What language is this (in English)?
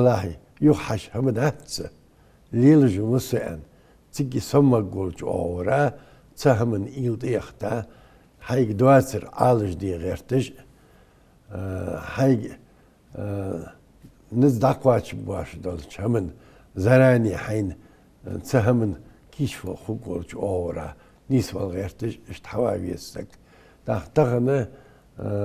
Ingush